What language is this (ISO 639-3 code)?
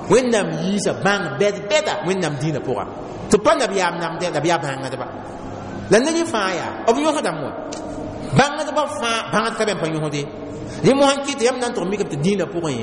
mos